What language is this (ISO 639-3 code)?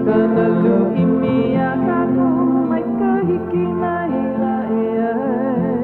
haw